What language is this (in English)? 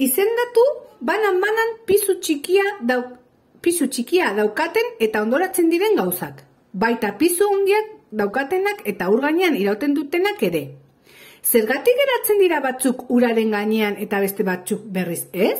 Basque